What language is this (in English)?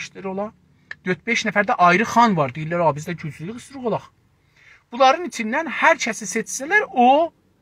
South Azerbaijani